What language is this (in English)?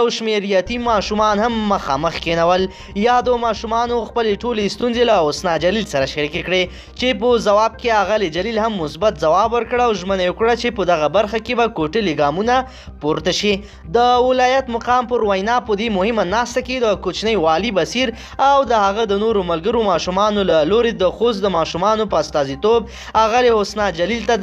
Pashto